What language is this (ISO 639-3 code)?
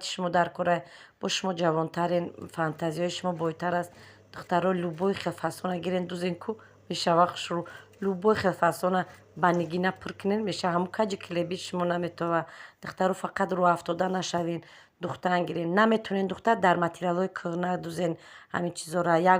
tgk